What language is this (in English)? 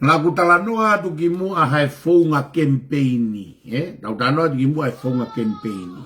Tongan